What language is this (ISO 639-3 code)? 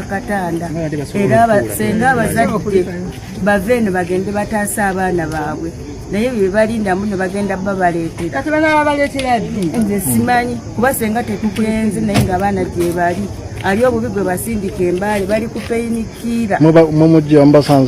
lug